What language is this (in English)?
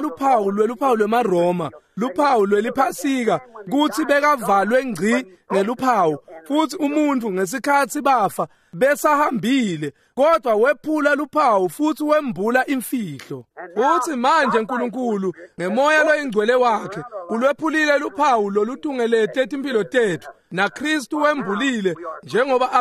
Swati